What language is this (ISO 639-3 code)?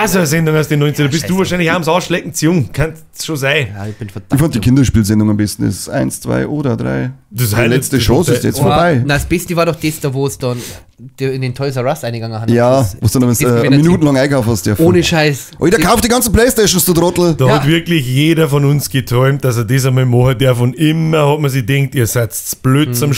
bar